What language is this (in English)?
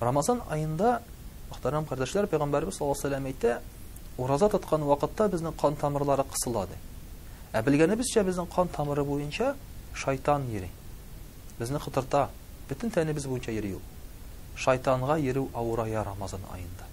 Tatar